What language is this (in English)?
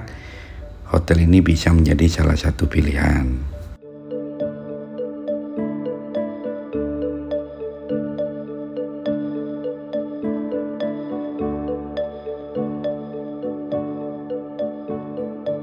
Indonesian